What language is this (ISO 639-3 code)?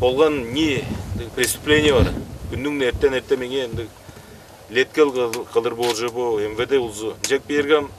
tyv